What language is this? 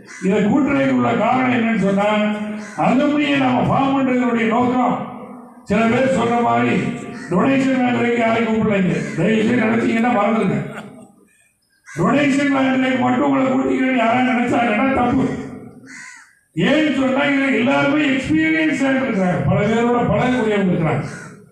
Tamil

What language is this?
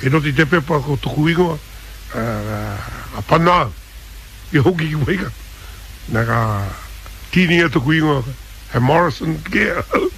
Māori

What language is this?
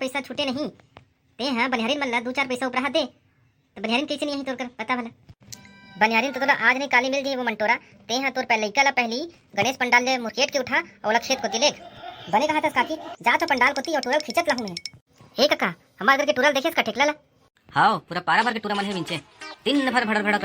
Chhattisgarhi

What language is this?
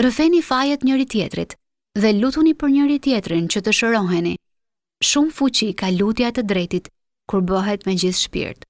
Albanian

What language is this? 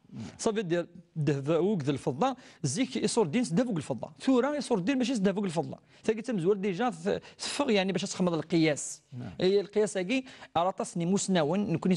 Kabyle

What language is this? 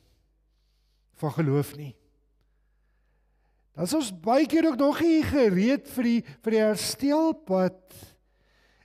Afrikaans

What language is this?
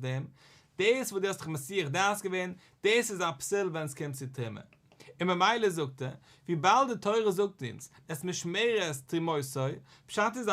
Yiddish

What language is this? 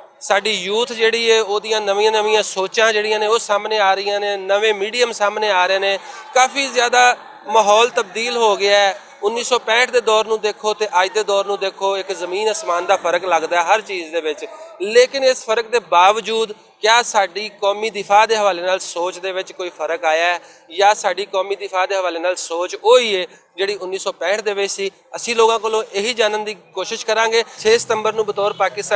Western Panjabi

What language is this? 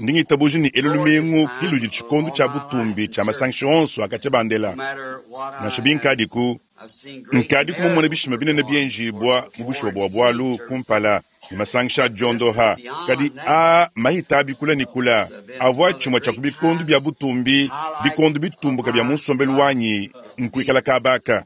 Luba-Lulua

